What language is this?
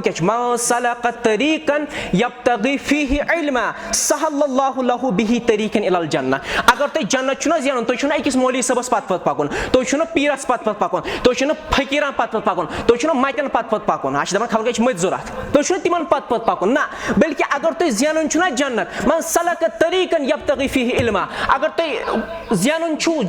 Kashmiri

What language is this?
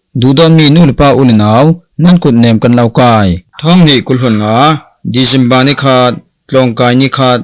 Falam Chin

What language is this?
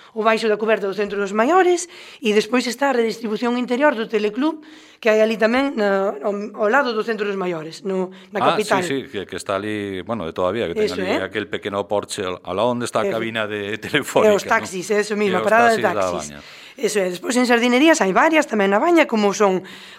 Galician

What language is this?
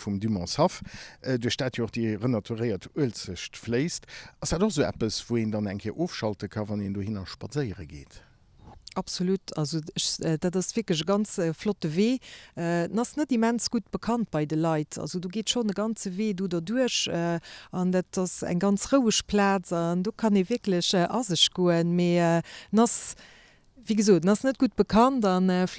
Luxembourgish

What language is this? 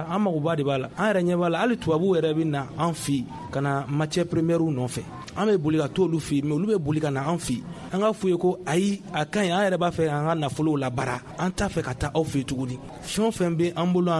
Bambara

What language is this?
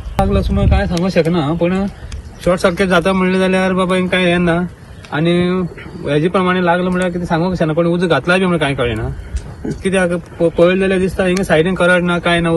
Konkani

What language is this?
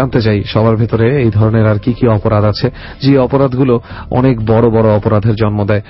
Bangla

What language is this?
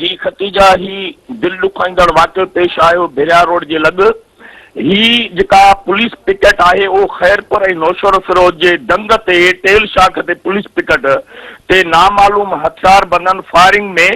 Sindhi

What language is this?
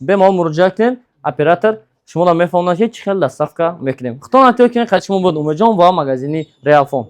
Tajik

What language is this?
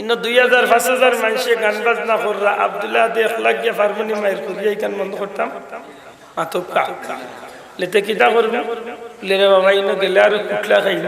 Sylheti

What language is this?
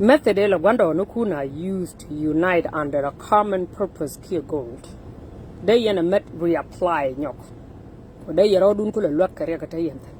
Nuer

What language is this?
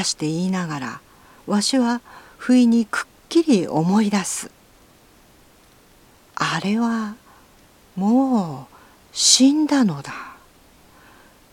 Japanese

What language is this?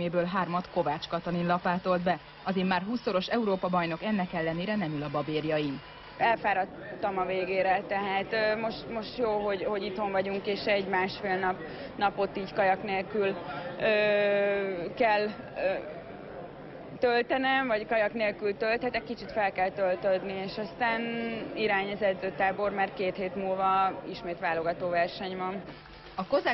Hungarian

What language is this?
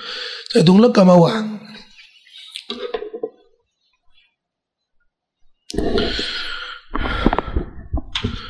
Thai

